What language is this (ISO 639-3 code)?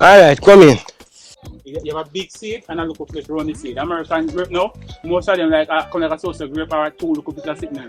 jam